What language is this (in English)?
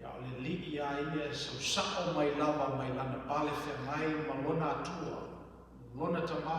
Samoan